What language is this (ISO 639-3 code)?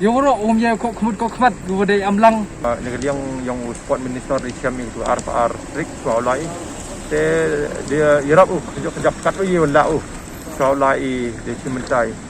pbv